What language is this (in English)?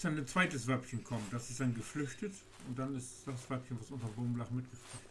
Low German